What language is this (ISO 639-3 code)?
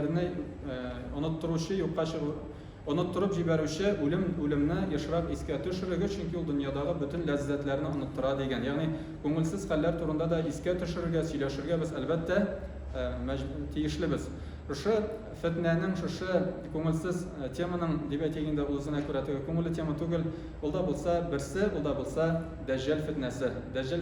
tat